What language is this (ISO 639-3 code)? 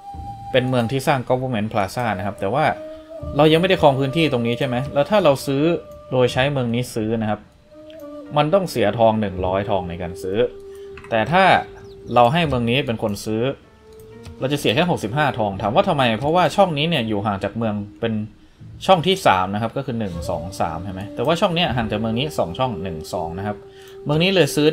tha